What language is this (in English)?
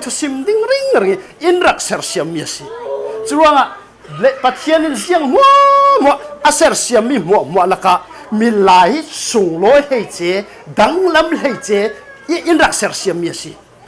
Falam Chin